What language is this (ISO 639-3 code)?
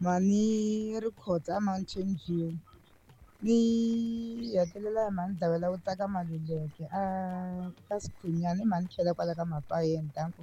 tso